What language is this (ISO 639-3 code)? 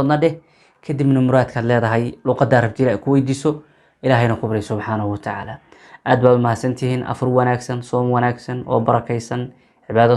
som